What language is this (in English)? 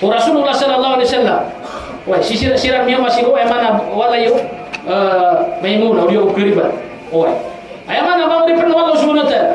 Maranao